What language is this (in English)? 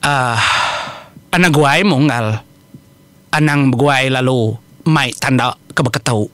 Iban